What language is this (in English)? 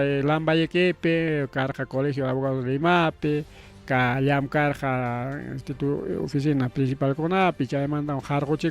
Ayacucho Quechua